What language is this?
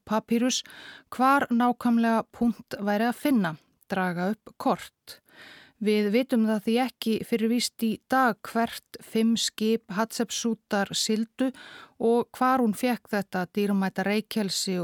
Icelandic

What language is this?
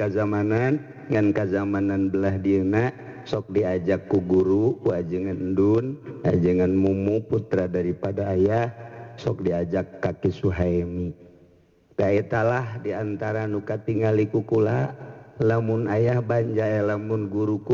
Sundanese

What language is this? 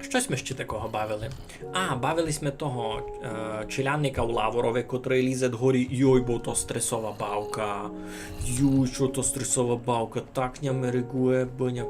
Rusyn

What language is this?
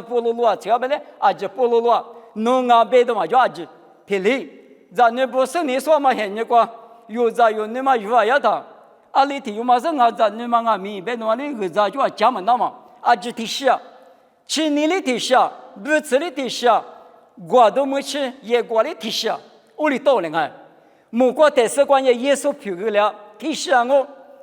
Lisu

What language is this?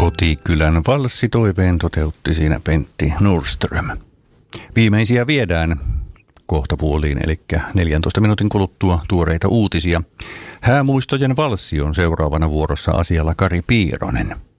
Finnish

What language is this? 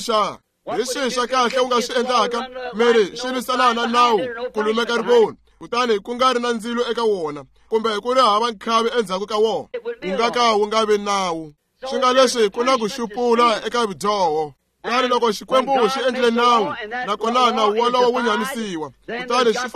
Tsonga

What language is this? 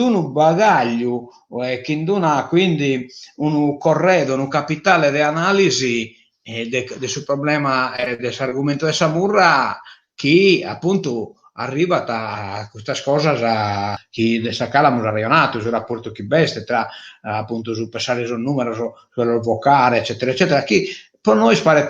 Sardinian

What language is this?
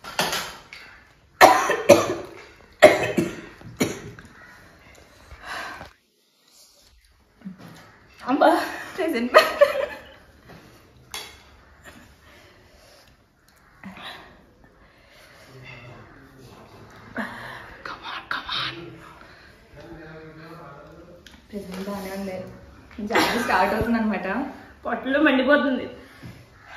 Telugu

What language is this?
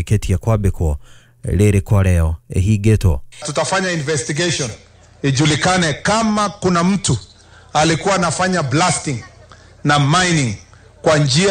Kikuyu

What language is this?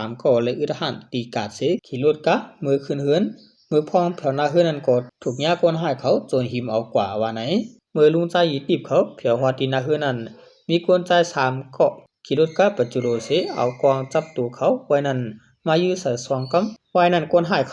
Shan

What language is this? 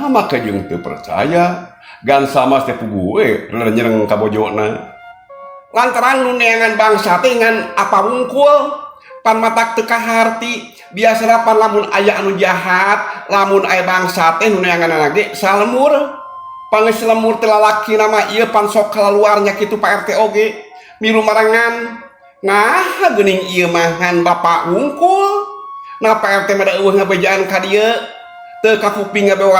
Sundanese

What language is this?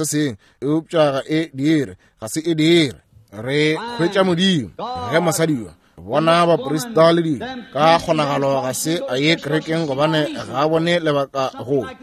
Northern Sotho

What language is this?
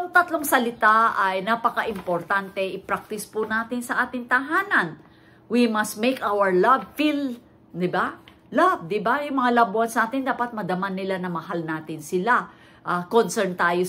Filipino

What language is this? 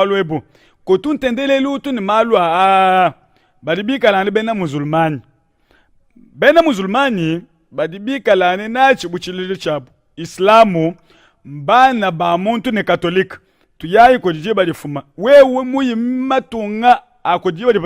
Luba-Lulua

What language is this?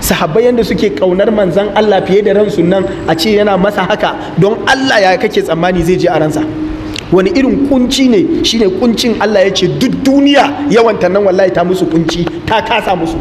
Hausa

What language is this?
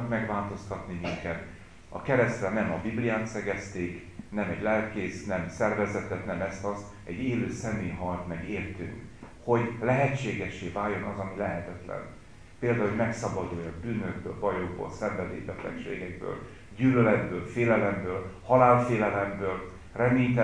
Hungarian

